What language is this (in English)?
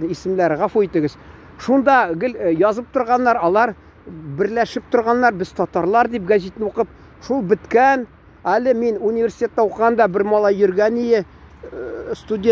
Tatar